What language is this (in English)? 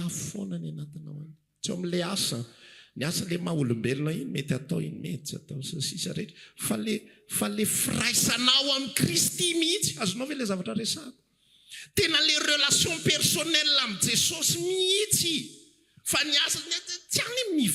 Malagasy